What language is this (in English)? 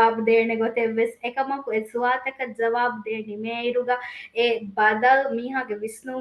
Divehi